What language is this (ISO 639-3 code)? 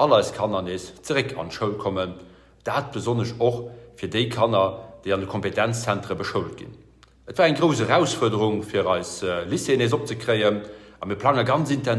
ltz